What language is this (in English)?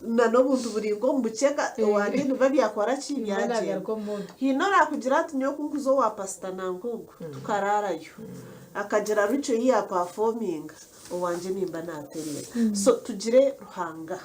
Nyankole